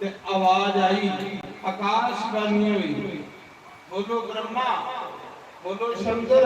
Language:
Dogri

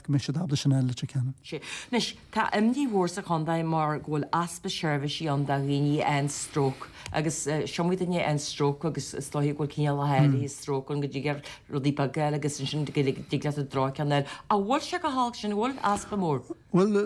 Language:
Irish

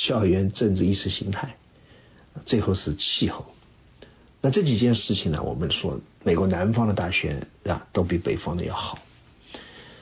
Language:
Chinese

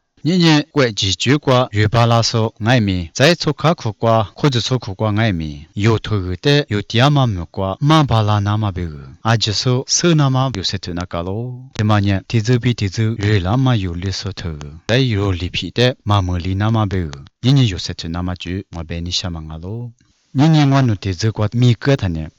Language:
Lisu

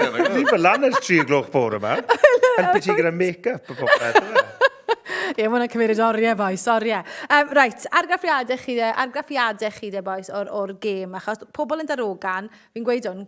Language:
Welsh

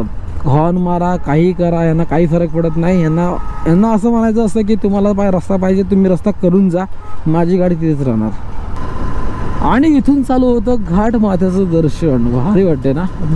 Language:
Marathi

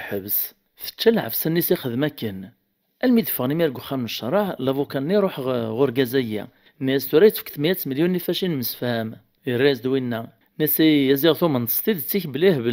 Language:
Kabyle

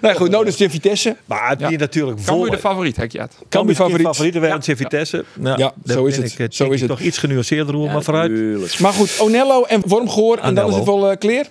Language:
Western Frisian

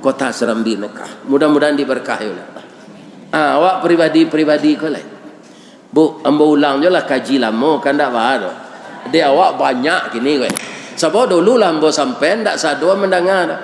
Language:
Minangkabau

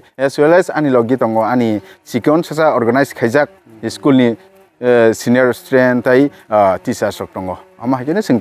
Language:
Kok Borok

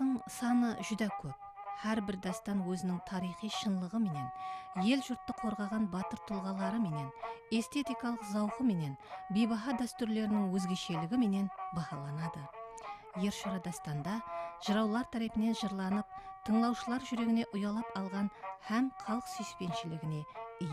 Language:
Kara-Kalpak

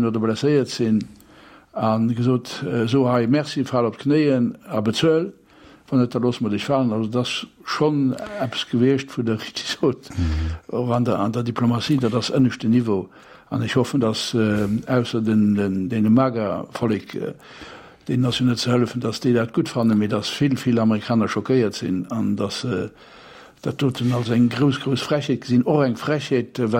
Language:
Luxembourgish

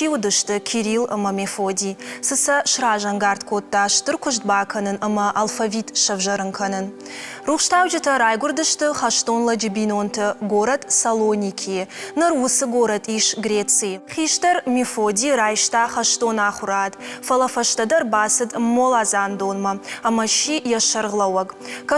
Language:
Ossetic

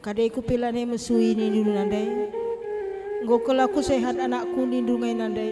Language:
Batak Karo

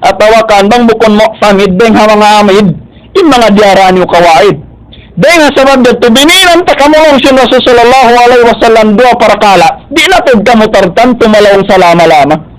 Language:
Tausug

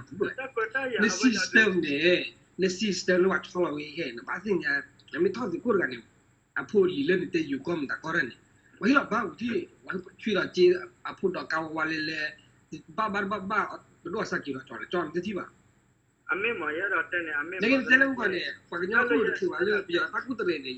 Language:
S'gaw Karen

